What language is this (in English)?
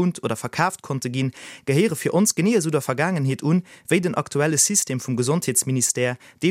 Luxembourgish